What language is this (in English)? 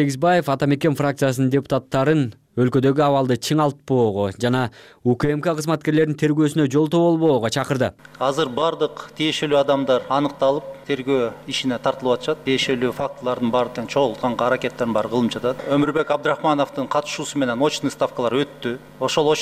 Kyrgyz